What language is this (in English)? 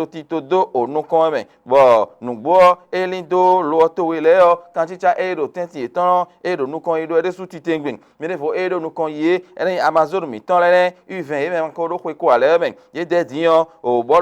Fon